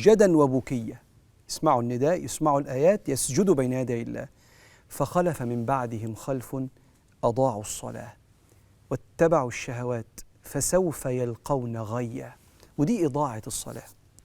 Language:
Egyptian Arabic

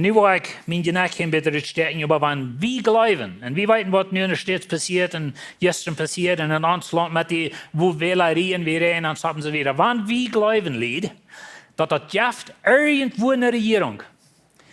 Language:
Plautdietsch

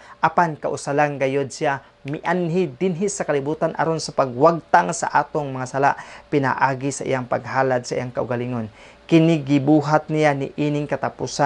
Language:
Cebuano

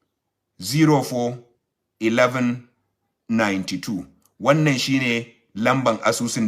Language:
Hausa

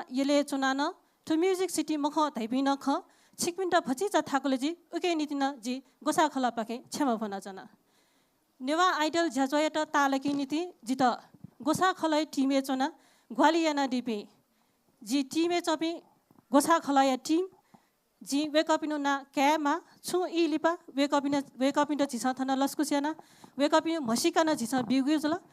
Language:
Newari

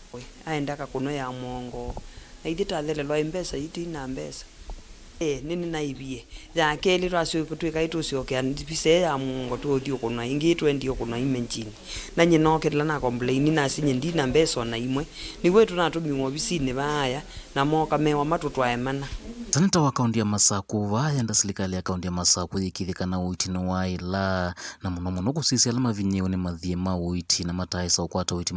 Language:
Kamba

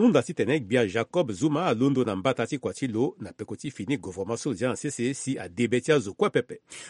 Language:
Sango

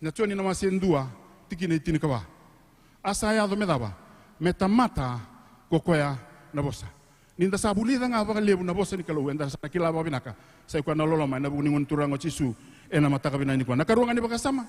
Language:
Fijian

